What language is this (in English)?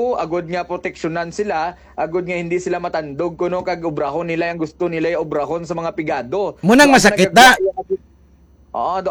Hiligaynon